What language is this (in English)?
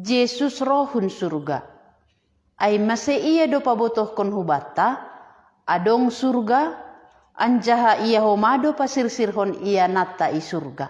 Batak Simalungun